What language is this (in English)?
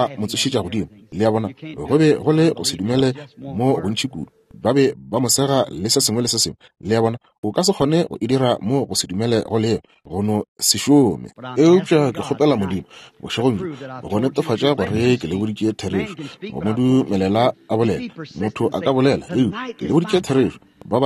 Northern Sotho